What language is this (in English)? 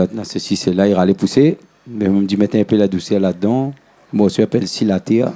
Réunion Creole French